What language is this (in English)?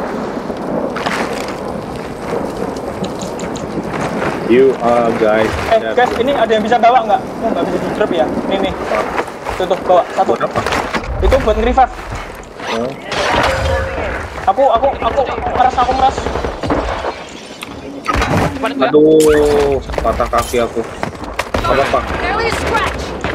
Indonesian